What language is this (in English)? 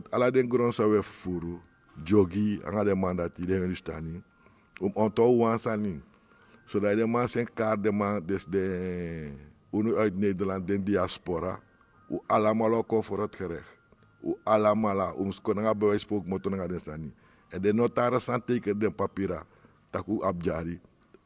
Sranan Tongo